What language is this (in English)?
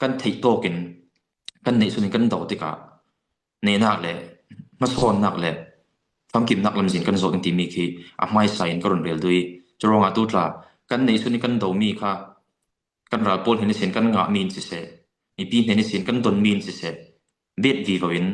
Falam Chin